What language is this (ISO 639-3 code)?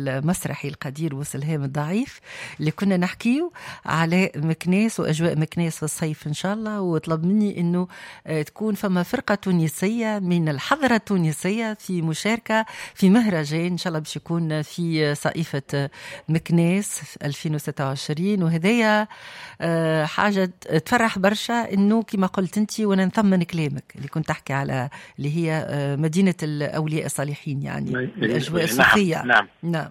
aeb